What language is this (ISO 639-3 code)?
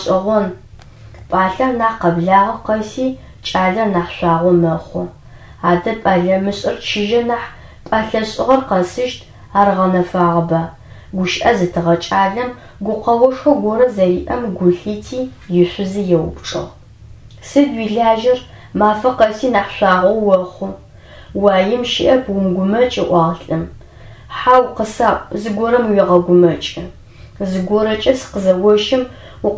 ady